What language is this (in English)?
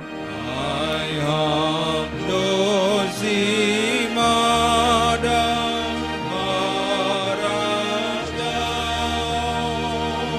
Batak Simalungun